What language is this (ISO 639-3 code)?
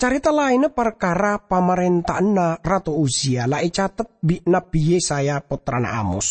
mad